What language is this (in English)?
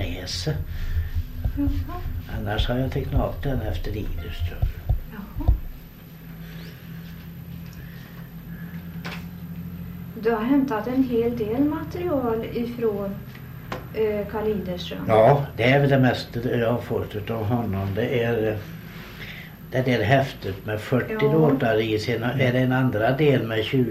Swedish